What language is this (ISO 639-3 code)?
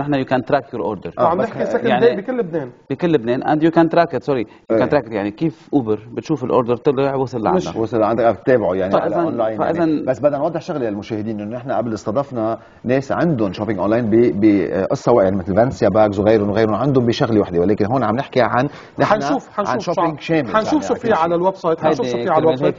apc